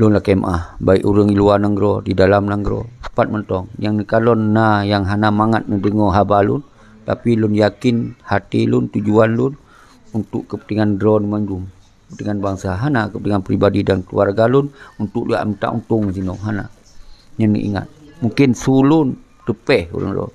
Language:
Achinese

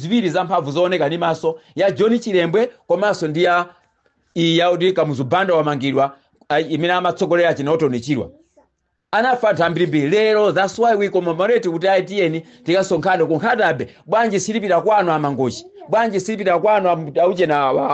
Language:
Nyanja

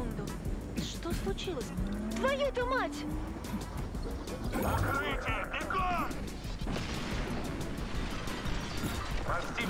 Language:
Russian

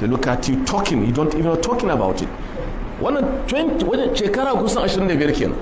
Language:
Hausa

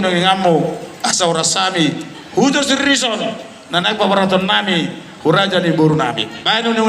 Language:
Batak Toba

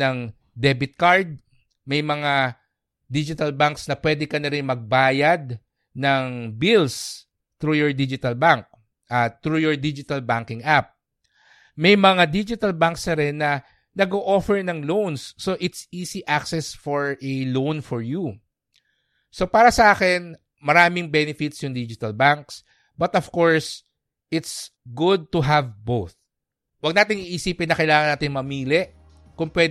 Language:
Filipino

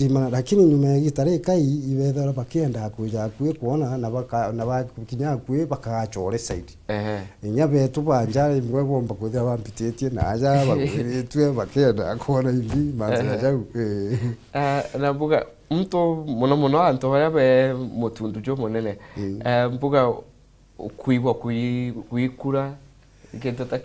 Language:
Meru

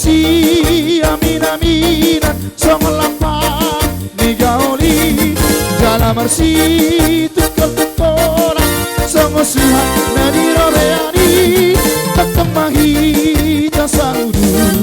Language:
Batak Toba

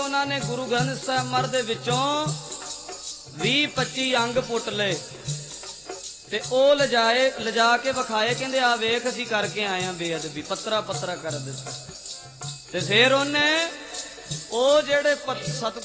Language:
Punjabi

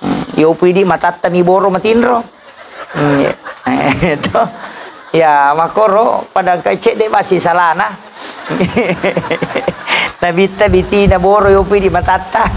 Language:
Buginese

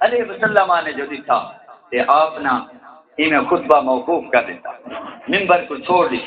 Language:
Saraiki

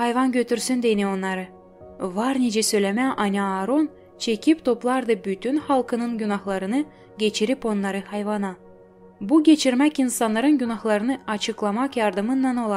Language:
Gagauz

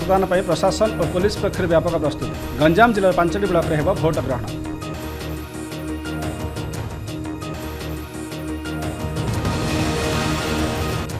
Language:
Odia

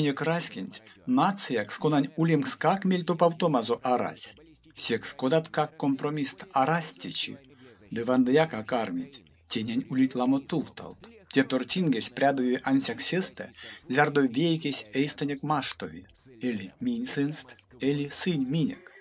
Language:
Erzya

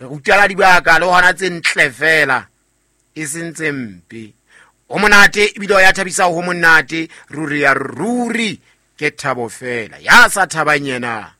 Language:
Southern Sotho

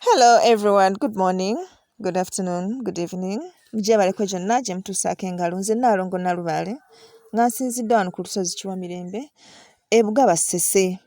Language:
Ganda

